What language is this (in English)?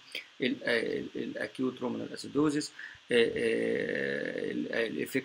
Egyptian Arabic